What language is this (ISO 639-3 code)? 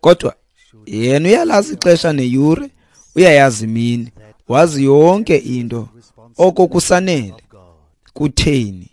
xho